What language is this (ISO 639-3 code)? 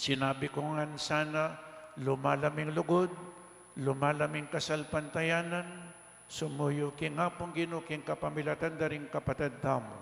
pam